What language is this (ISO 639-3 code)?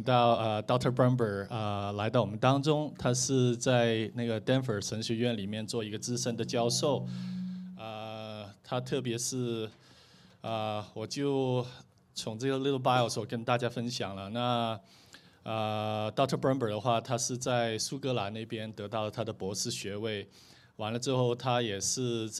zho